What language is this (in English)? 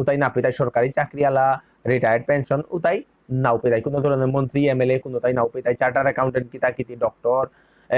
Bishnupriya